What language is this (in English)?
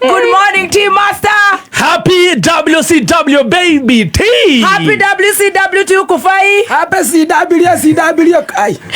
Kikuyu